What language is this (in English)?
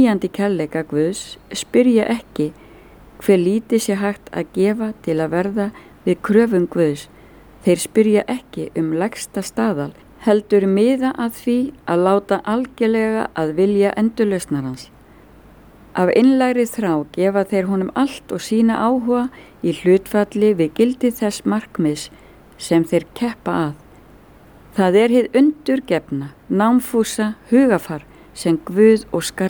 Icelandic